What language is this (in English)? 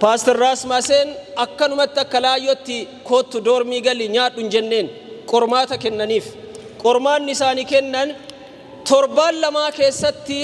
Oromo